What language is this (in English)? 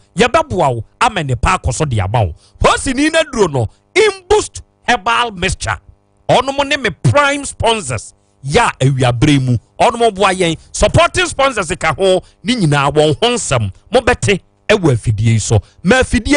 Akan